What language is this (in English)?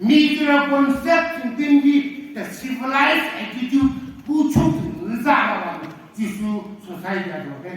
Naga Pidgin